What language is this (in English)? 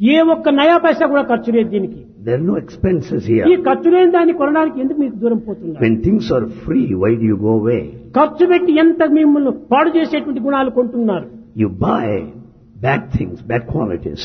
Telugu